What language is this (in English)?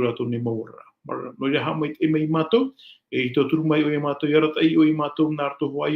Tahitian